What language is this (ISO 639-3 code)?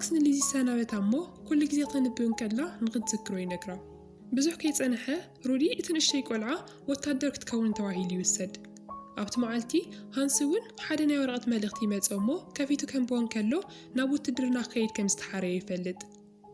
tir